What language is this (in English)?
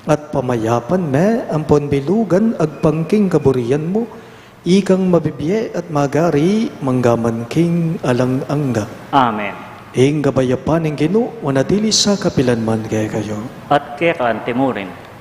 Pampanga